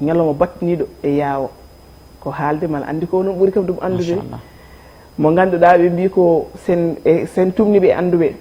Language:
Fula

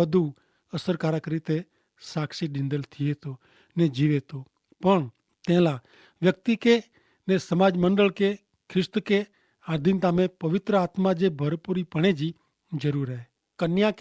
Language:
Kachhi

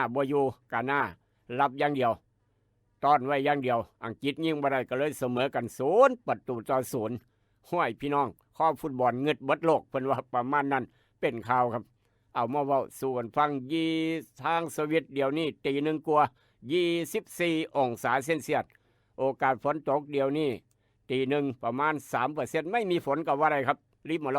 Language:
Northeastern Thai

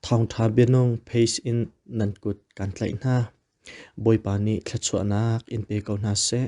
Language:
Hakha Chin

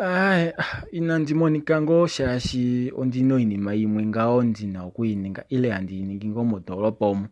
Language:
Kuanyama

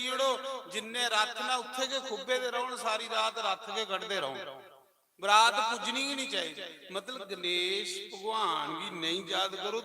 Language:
Dogri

